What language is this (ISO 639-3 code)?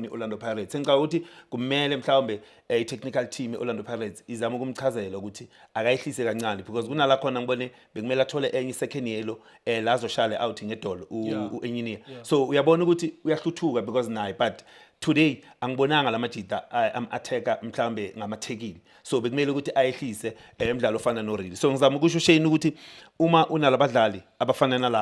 zul